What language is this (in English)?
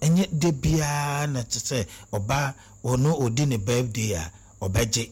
Akan